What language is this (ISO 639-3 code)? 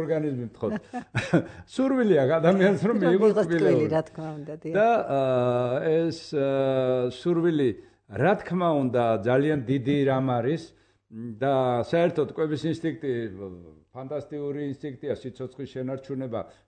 kat